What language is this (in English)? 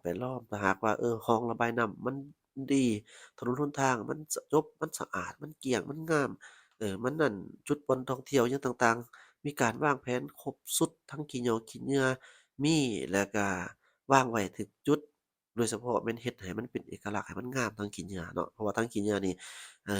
Lao